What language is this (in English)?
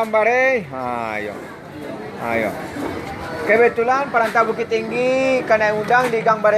Minangkabau